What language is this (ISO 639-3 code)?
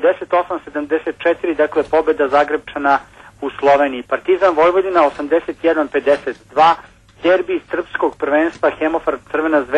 srp